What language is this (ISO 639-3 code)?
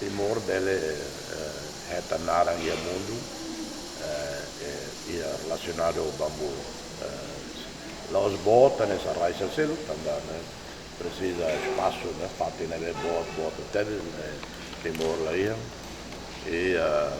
tet